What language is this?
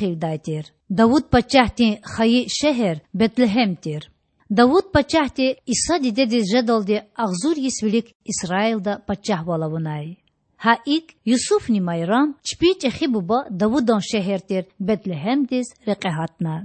Lezghian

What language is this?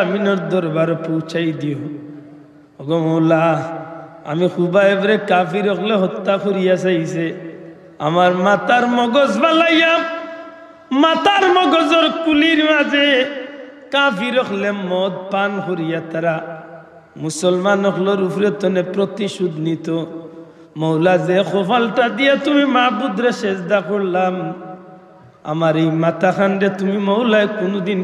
Sylheti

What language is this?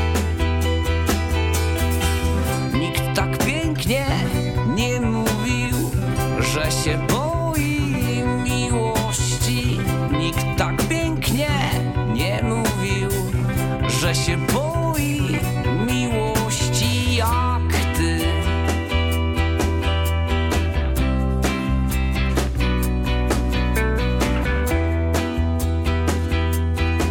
Polish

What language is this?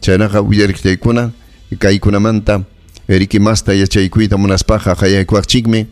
Ayacucho Quechua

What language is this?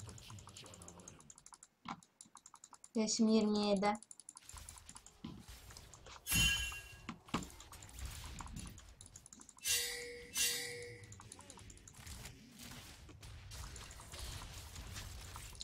Turkish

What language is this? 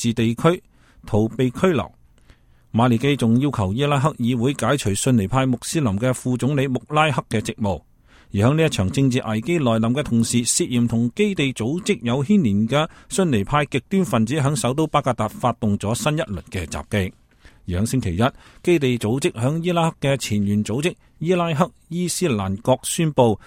Cantonese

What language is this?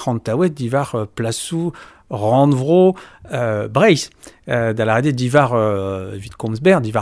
Breton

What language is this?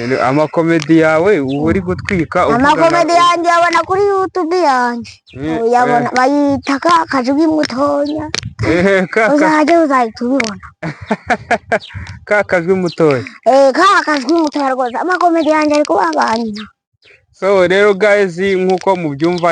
Kinyarwanda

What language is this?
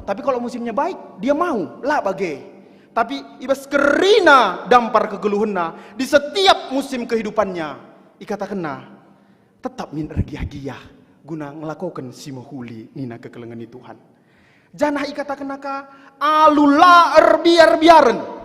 Batak Karo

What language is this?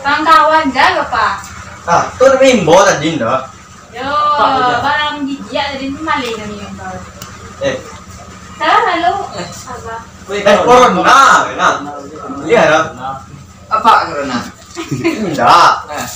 Minangkabau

